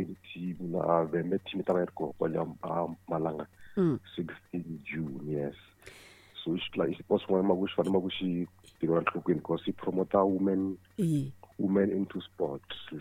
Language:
Tsonga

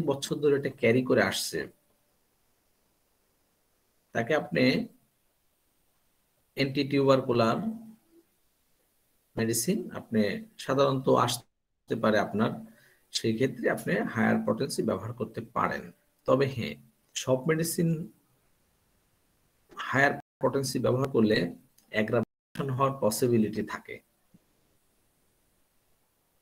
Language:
Bangla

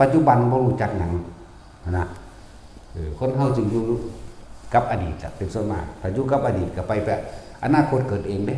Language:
Northeastern Thai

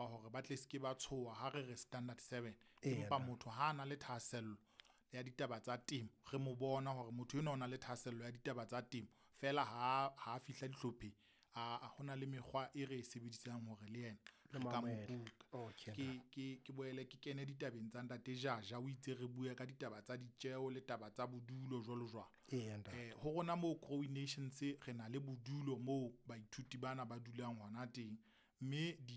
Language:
Southern Sotho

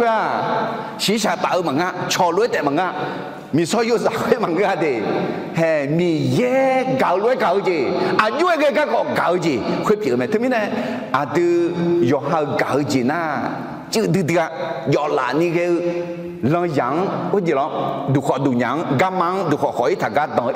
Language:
Akha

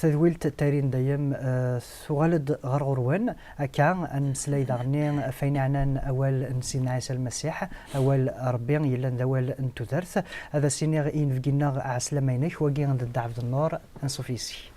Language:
Kabyle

